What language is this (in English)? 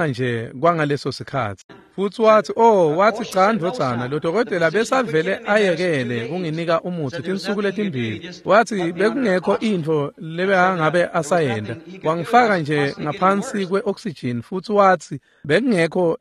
Swati